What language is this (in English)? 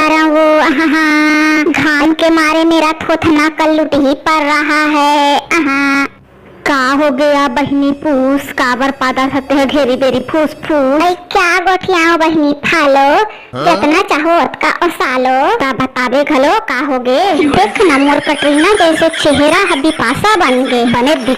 Chhattisgarhi